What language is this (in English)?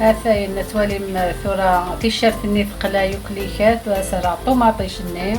Algerian Arabic